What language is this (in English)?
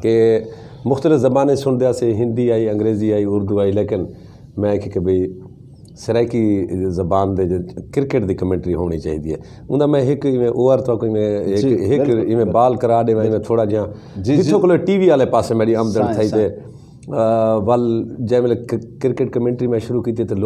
Saraiki